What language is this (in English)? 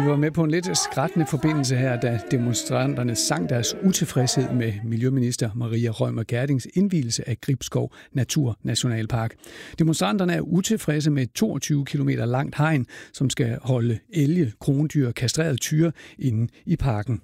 Danish